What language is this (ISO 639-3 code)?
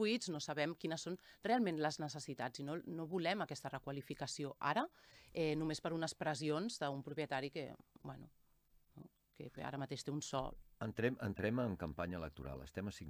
cat